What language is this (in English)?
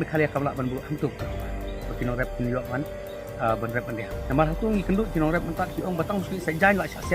Khasi